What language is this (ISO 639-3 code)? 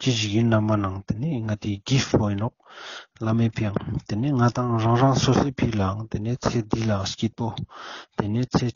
lbj